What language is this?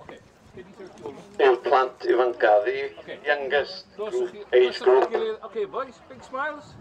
Welsh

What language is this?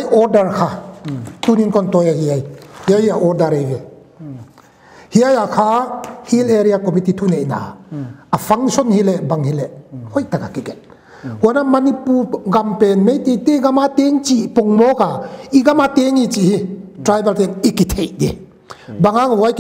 Paite Chin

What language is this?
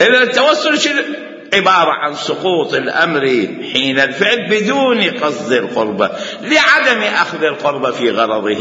Mesopotamian Arabic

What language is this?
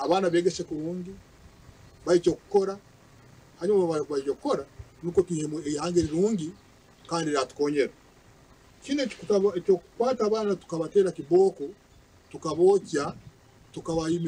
Nyankole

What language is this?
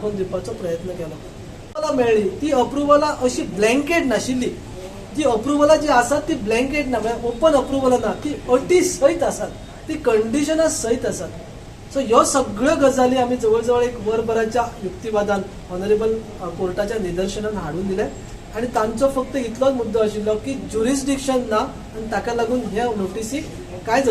Konkani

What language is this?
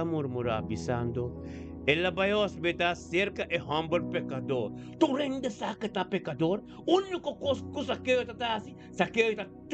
Papiamento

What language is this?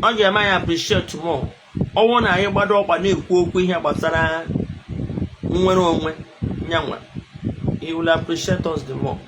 Igbo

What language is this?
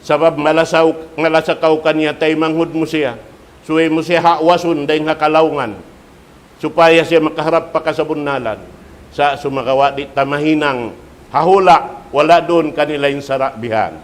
Tausug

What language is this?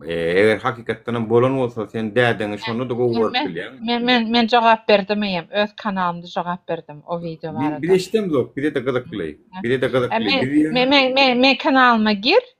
Turkmen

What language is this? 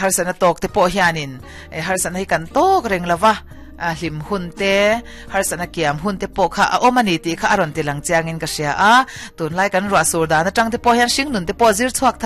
Mizo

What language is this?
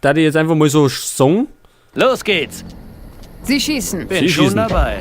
Bavarian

